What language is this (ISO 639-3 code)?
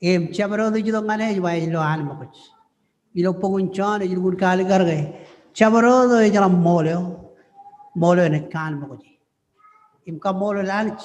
mah